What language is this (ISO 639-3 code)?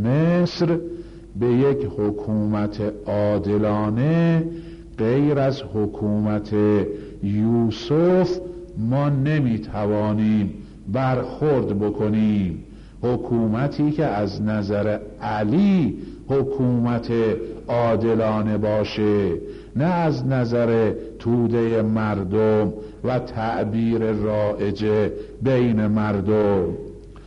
fas